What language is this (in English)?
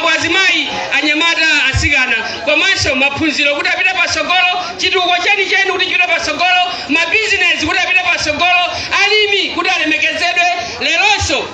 Nyanja